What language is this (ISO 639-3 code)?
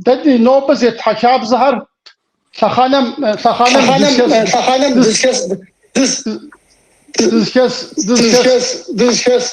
kbd